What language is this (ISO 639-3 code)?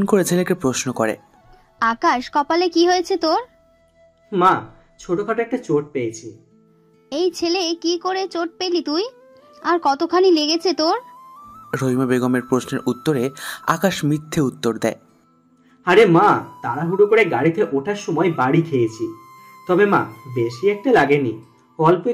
ben